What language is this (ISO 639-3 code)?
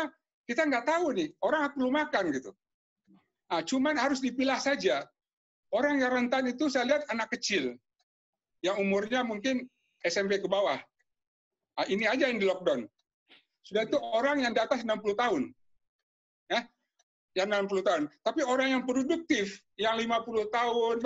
ind